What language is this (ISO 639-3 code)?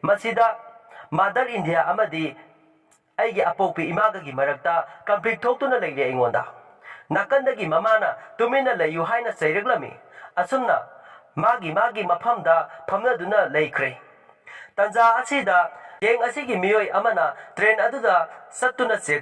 mni